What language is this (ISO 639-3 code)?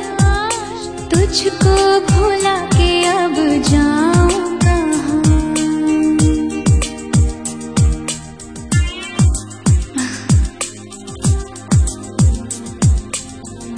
hin